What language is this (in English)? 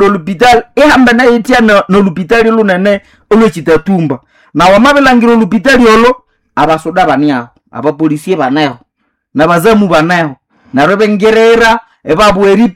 Nande